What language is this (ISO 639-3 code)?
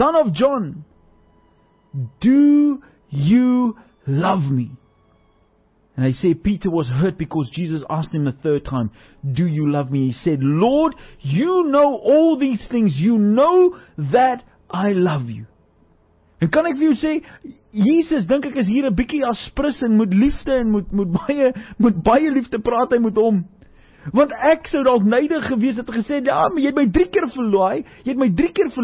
afr